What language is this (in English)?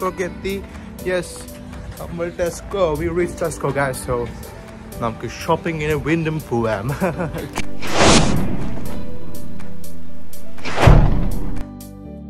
Malayalam